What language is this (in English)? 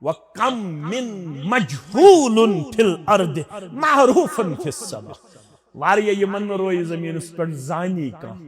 Kashmiri